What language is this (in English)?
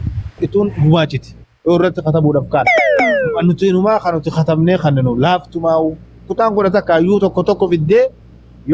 Oromo